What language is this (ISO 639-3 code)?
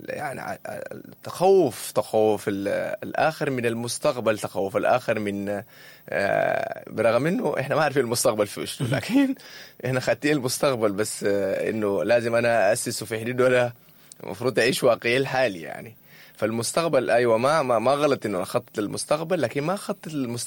apd